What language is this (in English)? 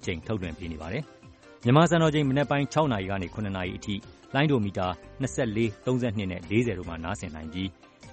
Burmese